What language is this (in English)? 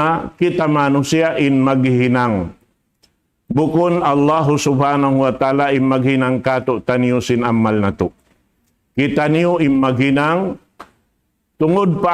Tausug